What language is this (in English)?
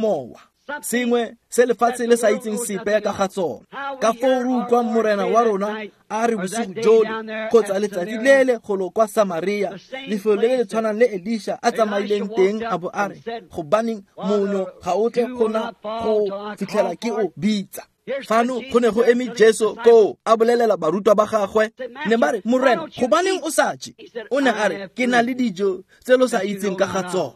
Tswana